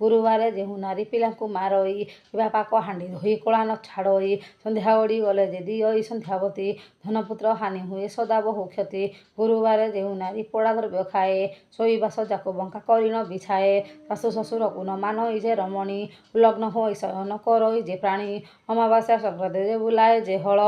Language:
Odia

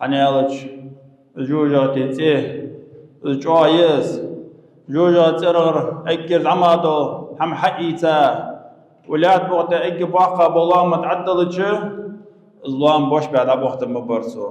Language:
Ingush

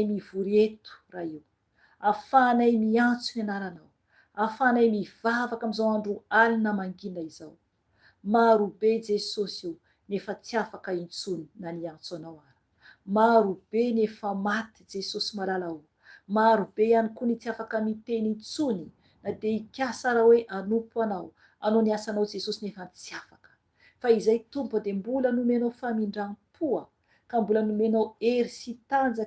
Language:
Malagasy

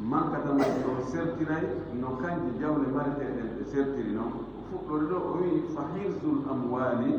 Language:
Fula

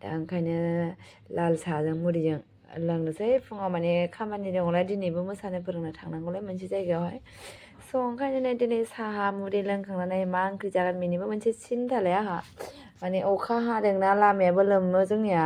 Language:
Bodo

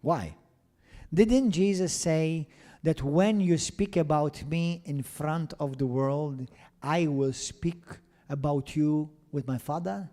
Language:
English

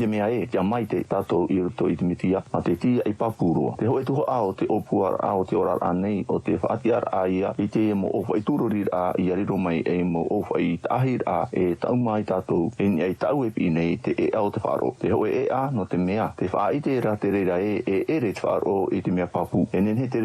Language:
Tahitian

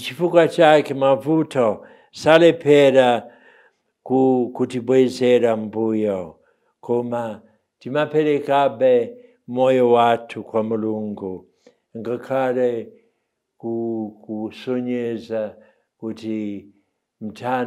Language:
Nyanja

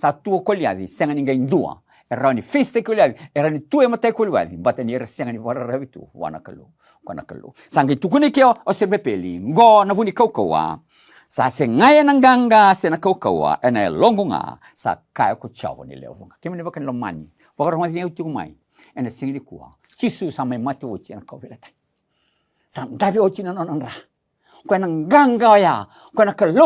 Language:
Fijian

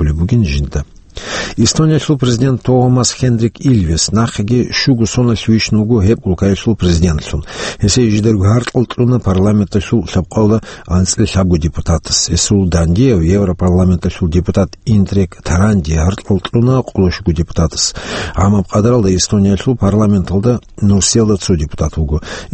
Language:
Avaric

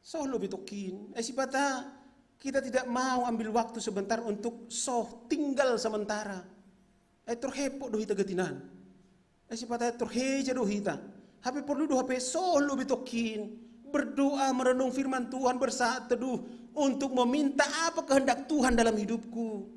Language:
Batak Simalungun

